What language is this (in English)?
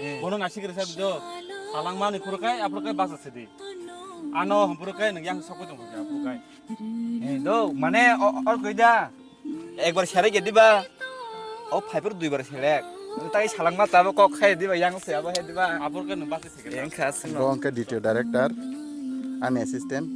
Kok Borok